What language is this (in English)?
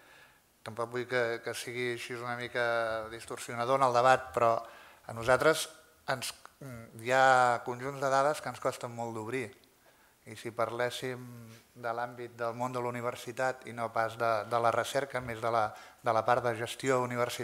Catalan